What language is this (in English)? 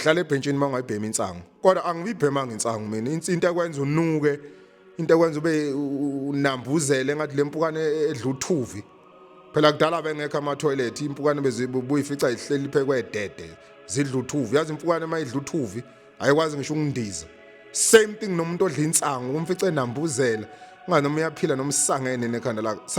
Zulu